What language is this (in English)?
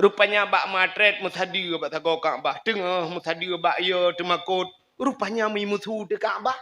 Achinese